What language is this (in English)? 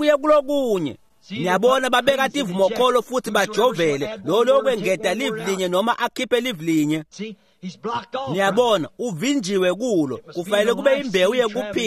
Swati